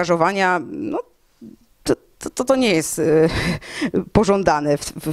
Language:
Polish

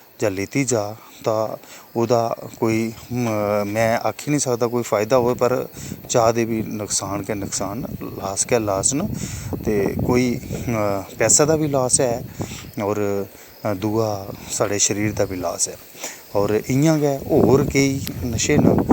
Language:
Dogri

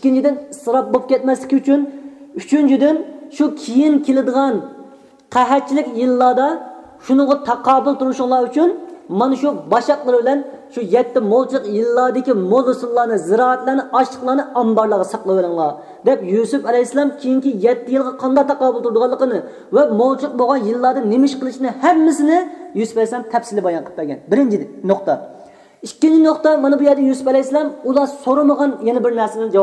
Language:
Uyghur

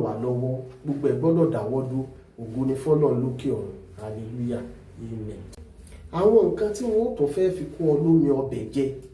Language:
Yoruba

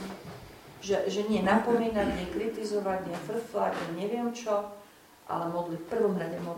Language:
Slovak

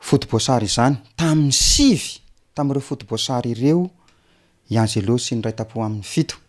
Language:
Malagasy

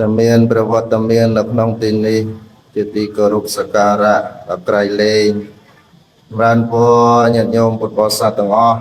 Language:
Khmer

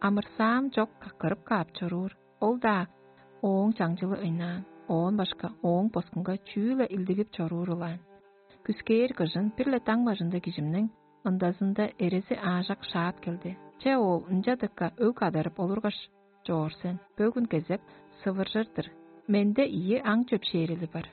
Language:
Tuvinian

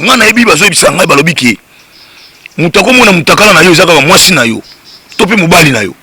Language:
Lingala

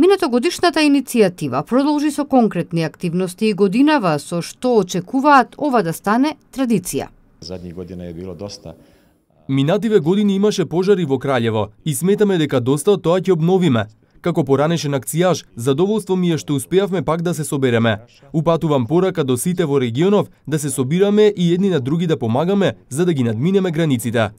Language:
Macedonian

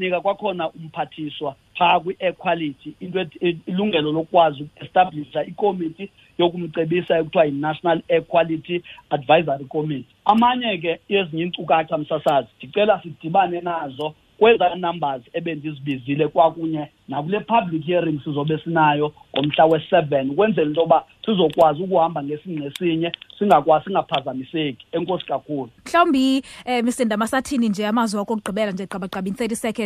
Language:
Xhosa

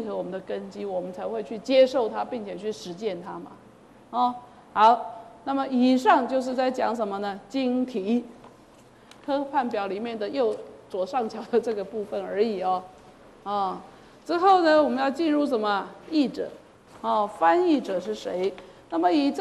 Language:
Chinese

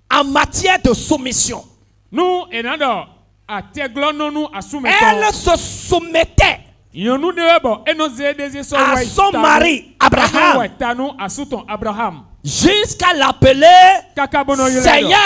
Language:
French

